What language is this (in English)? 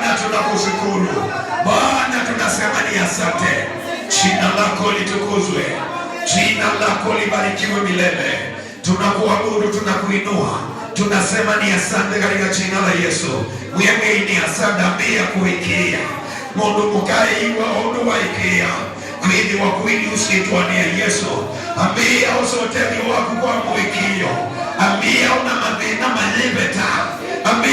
Kamba